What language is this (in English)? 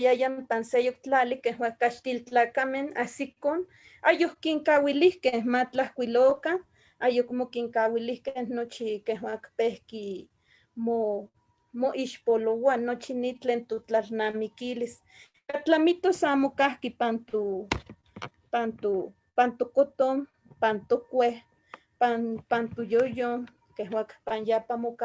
Eastern Huasteca Nahuatl